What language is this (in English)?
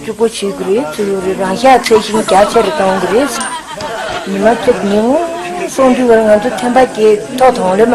Tibetan